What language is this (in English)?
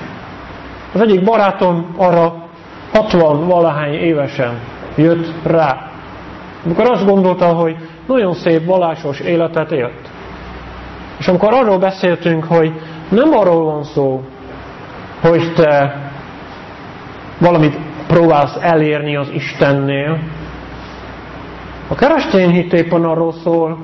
Hungarian